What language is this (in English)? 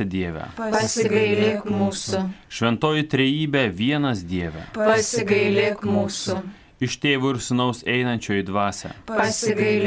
Lithuanian